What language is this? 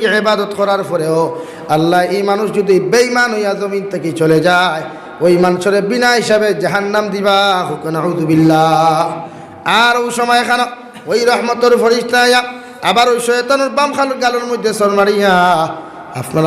Sylheti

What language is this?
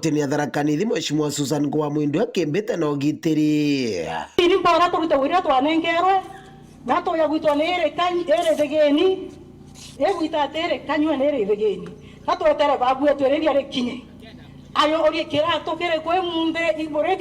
Meru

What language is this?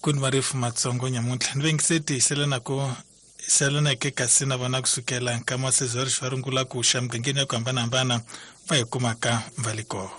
Tsonga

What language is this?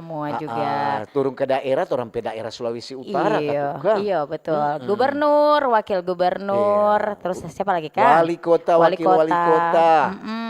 Manado Malay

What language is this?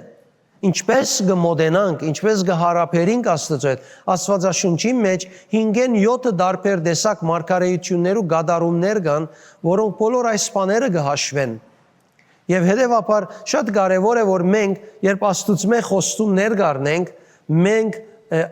Western Armenian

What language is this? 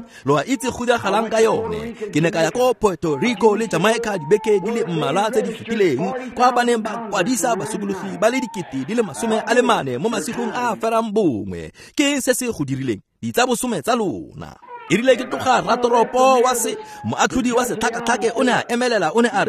Tswana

